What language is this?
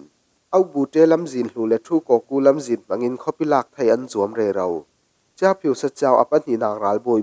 Falam Chin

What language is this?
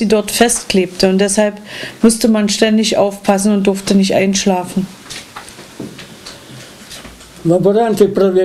German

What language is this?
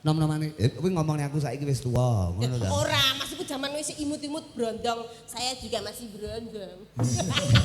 Javanese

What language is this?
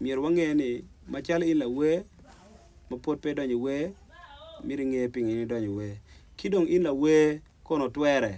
Acoli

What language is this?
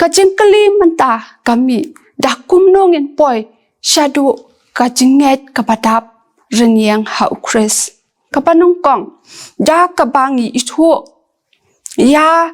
Khasi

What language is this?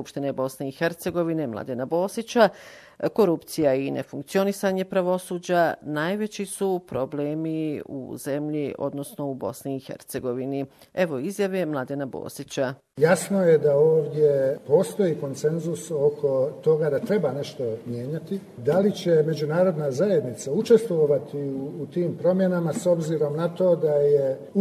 Bosnian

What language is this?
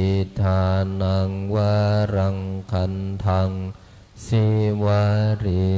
Pali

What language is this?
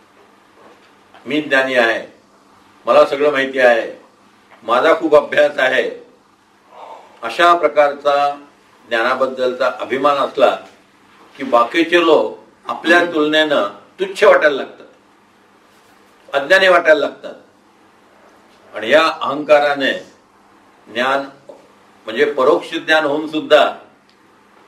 Marathi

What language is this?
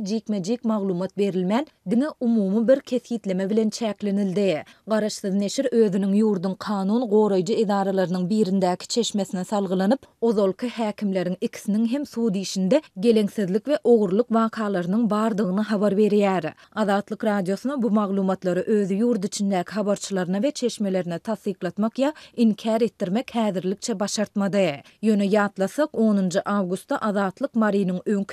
Turkmen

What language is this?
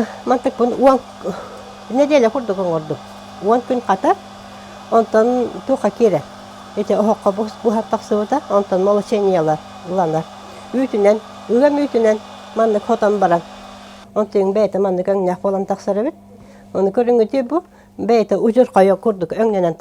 Yakut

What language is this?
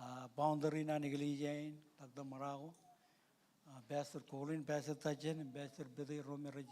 Marshallese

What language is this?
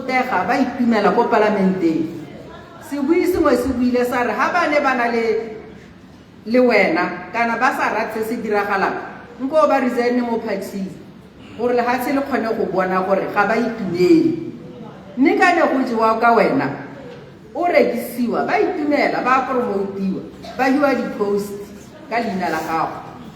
Tswana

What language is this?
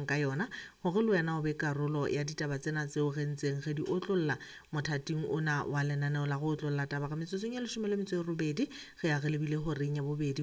Southern Sotho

